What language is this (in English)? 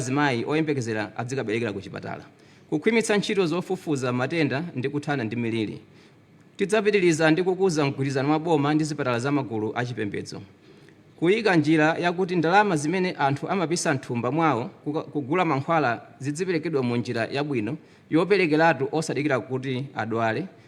Nyanja